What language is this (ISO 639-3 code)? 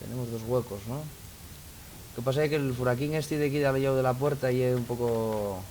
ast